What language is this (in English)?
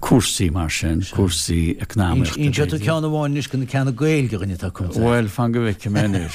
Irish